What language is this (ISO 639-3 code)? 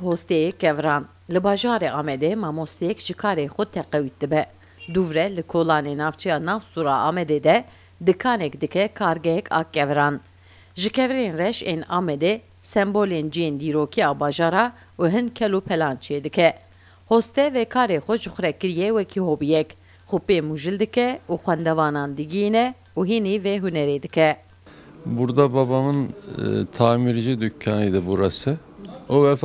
kur